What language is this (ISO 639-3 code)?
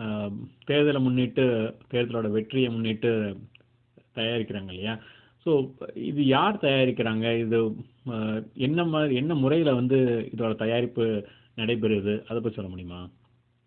tam